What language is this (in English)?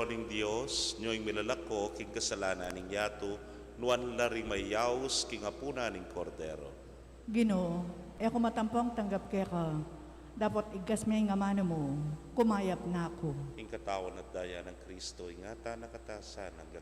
Pampanga